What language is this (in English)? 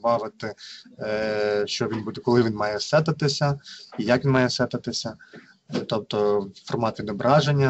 Ukrainian